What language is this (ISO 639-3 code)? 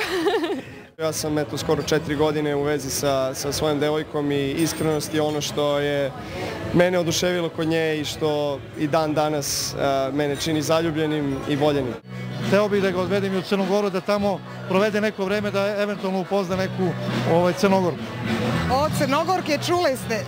srp